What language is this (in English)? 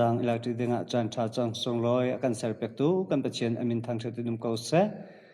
Hakha Chin